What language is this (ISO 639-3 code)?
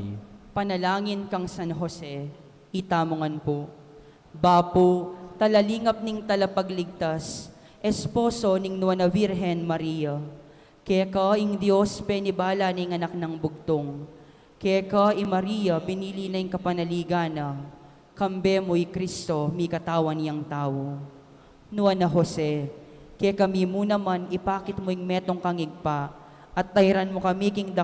pam